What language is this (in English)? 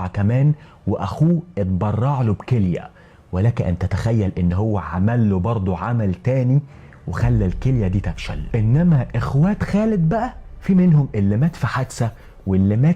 Egyptian Arabic